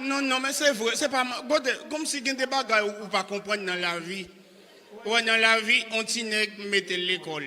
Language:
Haitian Creole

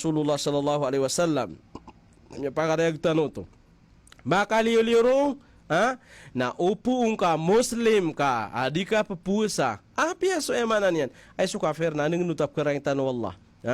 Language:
Maranao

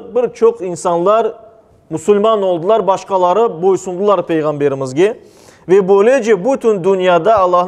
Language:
Crimean Tatar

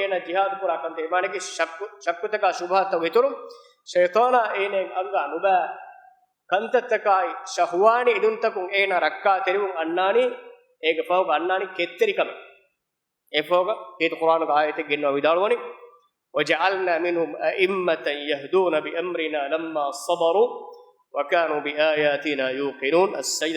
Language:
Divehi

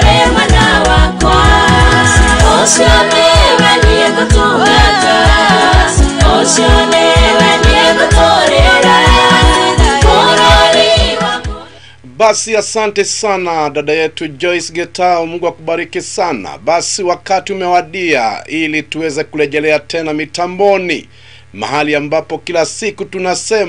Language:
Swahili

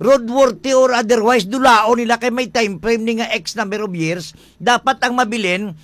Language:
Hiligaynon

